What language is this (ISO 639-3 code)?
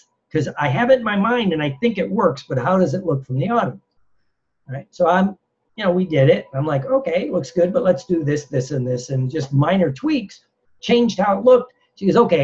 eng